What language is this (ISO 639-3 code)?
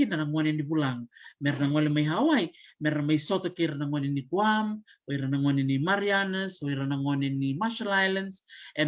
fij